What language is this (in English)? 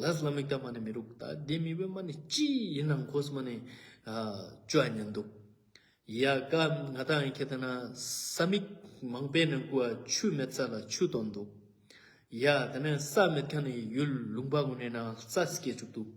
Ladakhi